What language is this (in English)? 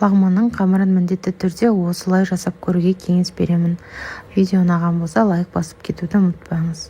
Kazakh